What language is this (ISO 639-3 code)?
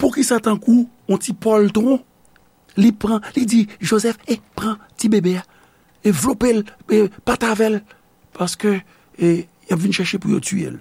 hat